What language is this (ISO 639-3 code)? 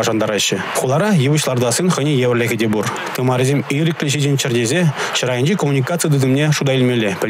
chv